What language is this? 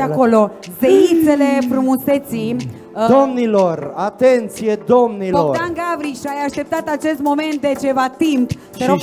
Romanian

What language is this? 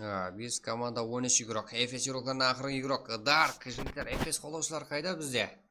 Kara-Kalpak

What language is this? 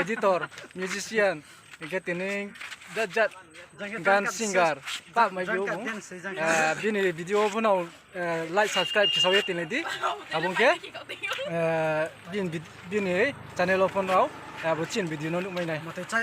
Riang (India)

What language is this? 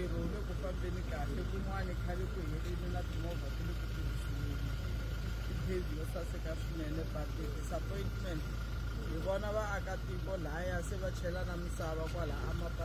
Tsonga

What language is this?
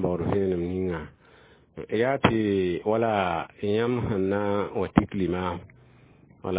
Mossi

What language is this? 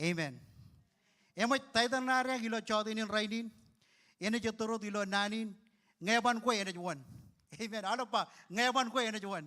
Marshallese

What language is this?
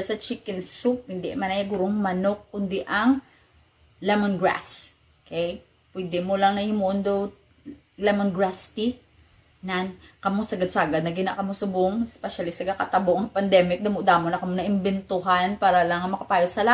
Hiligaynon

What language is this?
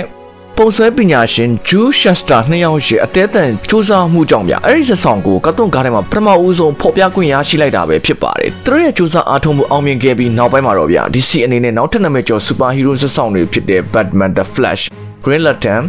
Burmese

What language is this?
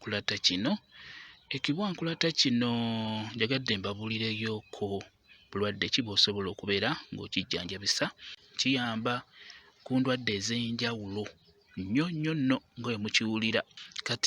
Ganda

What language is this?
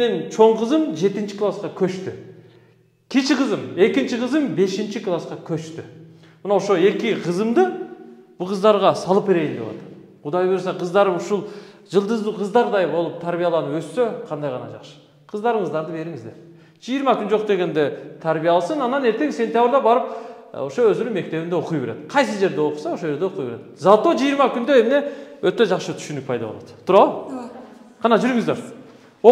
Kyrgyz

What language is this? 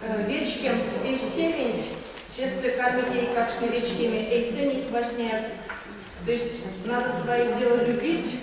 Erzya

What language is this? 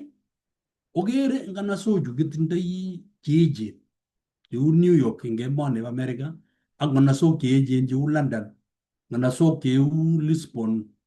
Kalenjin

